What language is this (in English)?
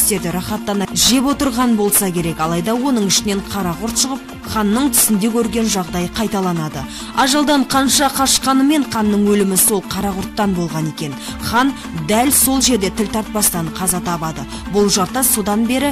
Kazakh